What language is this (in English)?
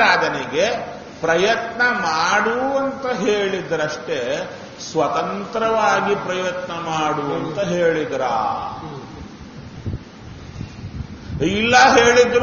Kannada